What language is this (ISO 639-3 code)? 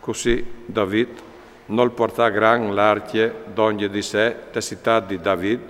fur